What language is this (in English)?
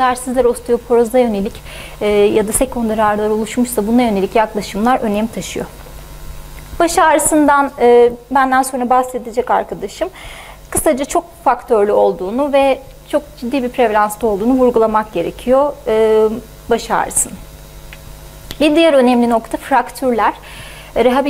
Turkish